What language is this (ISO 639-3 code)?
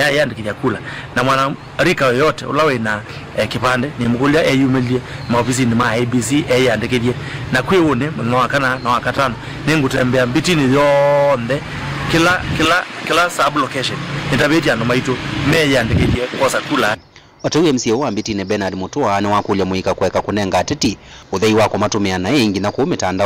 kam